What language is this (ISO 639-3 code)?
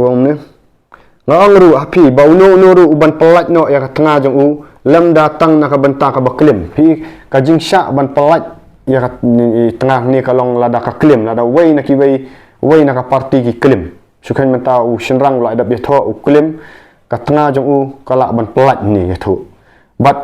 kha